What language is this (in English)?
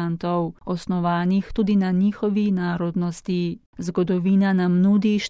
Slovenian